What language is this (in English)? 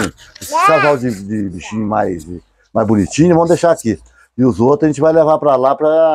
Portuguese